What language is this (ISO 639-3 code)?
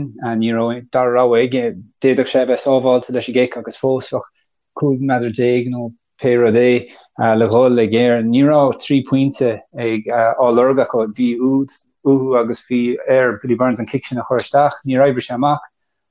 gle